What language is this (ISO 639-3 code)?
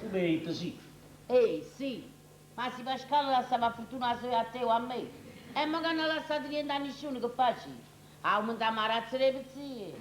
nap